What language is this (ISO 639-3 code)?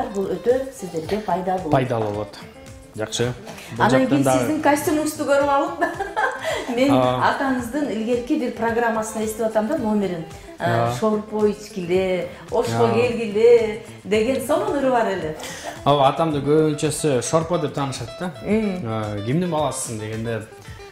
kir